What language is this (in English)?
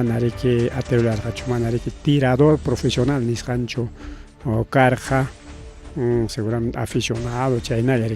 Ayacucho Quechua